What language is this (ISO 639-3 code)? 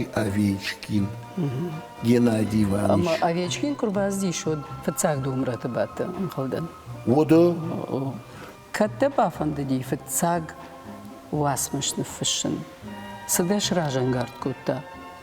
oss